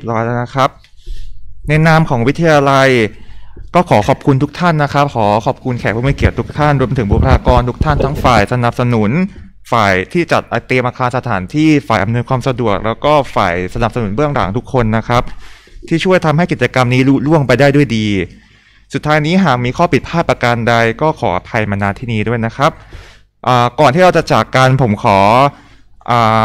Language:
Thai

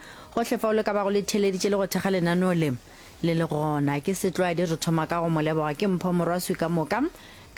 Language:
Northern Sotho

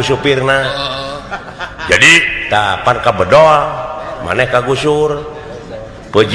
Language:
Sundanese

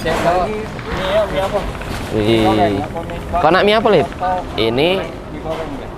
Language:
Musi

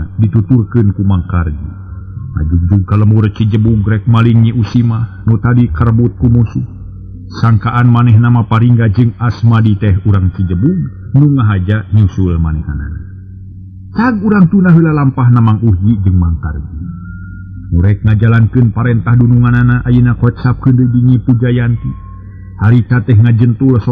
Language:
Sundanese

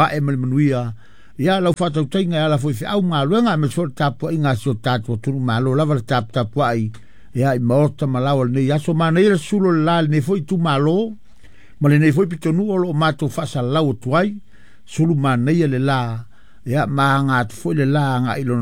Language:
Samoan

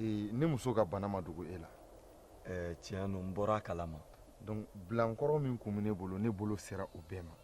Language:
Bambara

